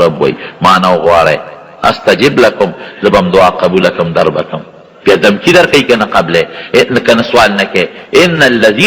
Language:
Pashto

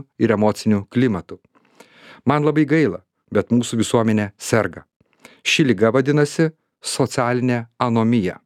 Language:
Lithuanian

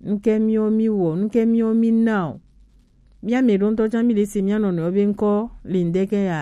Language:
Gen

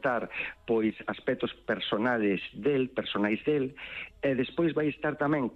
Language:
Galician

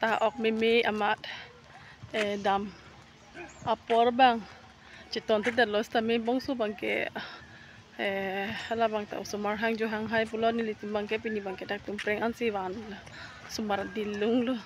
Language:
Karbi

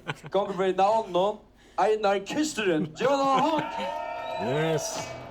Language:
Faroese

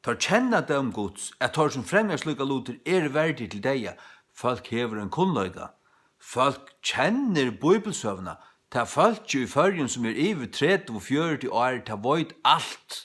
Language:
Faroese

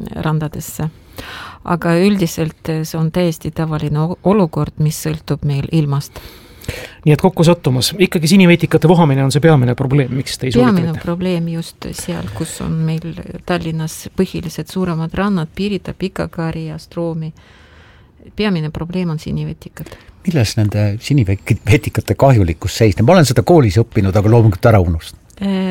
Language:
Estonian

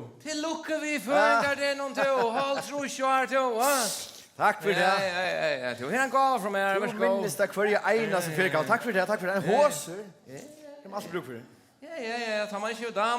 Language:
Faroese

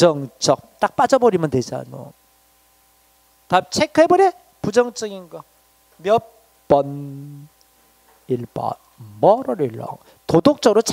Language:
Korean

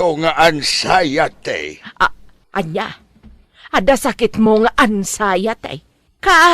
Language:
Iloko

